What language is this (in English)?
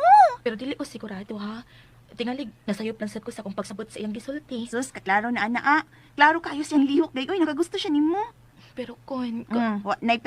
Cebuano